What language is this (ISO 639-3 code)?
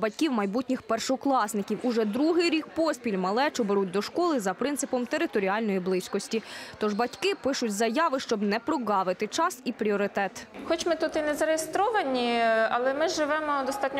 ukr